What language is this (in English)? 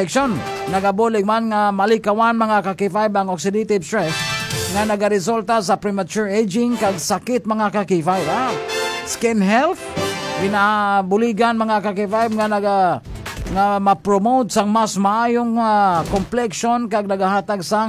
Hiligaynon